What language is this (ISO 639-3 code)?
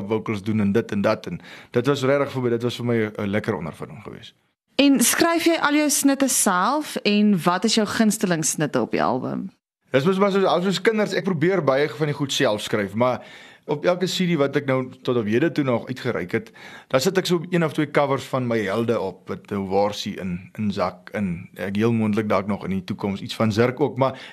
afr